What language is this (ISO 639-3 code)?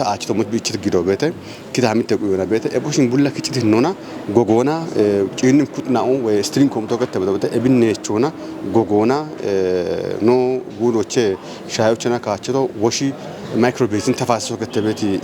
kbr